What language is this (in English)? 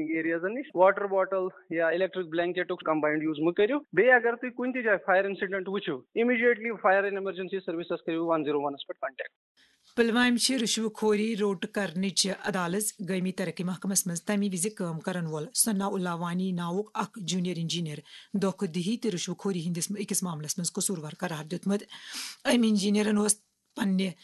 Kashmiri